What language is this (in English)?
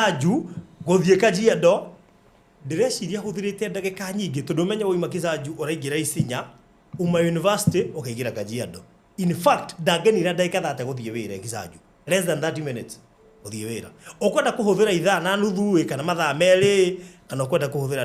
Kikuyu